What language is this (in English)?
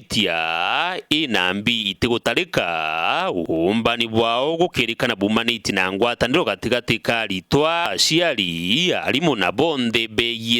Meru